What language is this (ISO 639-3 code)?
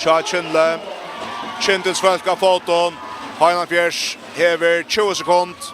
fao